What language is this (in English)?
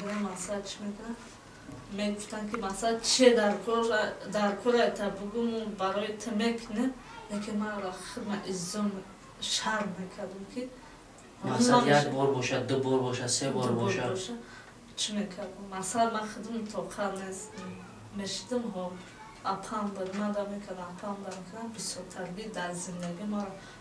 Tajik